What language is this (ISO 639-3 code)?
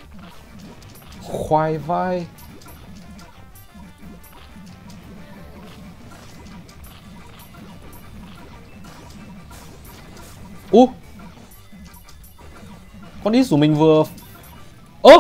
vie